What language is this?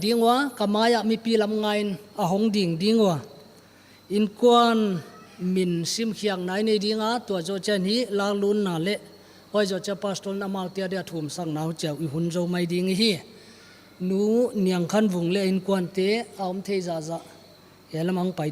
Paite Chin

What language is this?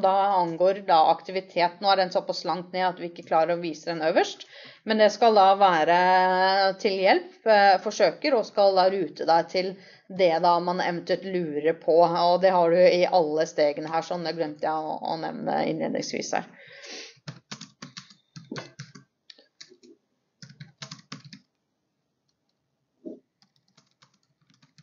Norwegian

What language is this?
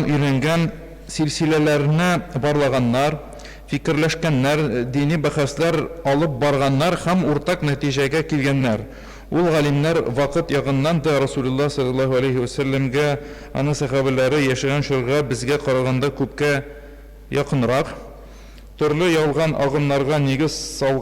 Tatar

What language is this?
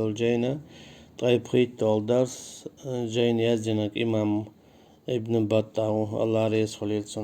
Chechen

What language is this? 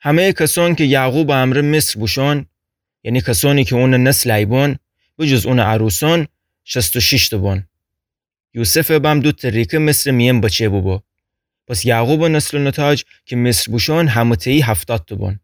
Gilaki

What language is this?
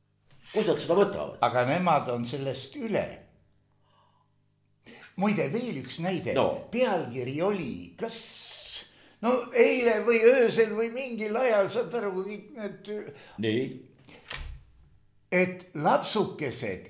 Estonian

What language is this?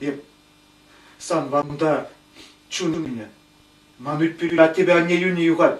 Chuvash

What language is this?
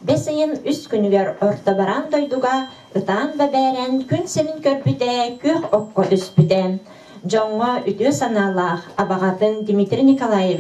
Yakut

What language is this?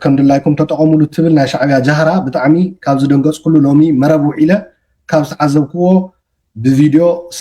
Tigrinya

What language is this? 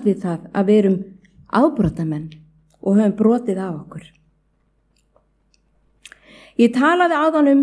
Icelandic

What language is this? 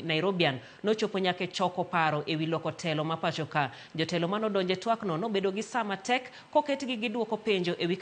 Luo (Kenya and Tanzania)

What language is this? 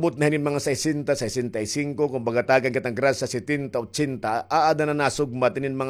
Waray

